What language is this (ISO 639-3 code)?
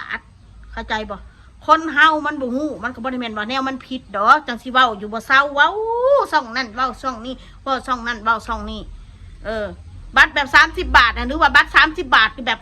tts